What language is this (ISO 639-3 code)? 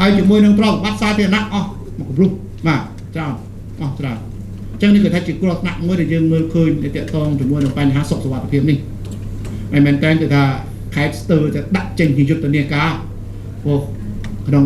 khm